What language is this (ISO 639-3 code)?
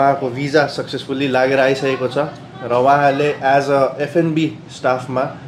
nep